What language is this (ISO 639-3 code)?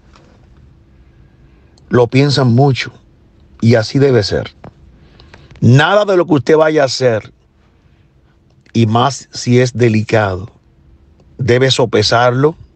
spa